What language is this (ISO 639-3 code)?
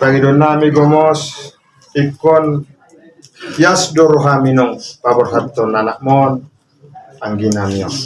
bbc